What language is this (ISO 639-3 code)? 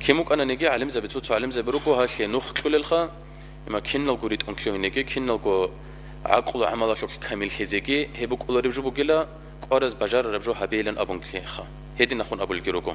ava